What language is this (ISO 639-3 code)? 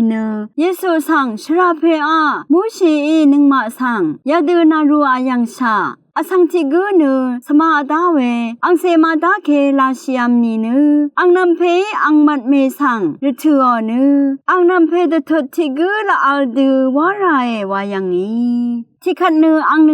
raw